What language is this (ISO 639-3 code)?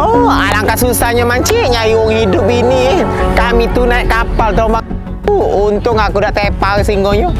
mui